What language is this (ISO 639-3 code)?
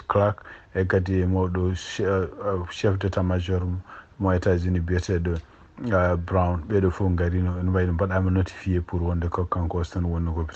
ful